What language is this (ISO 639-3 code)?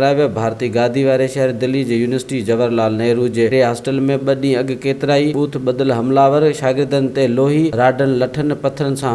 snd